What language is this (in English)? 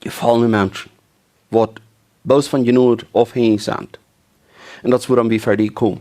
Plautdietsch